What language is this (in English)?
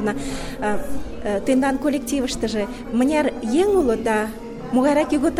Mari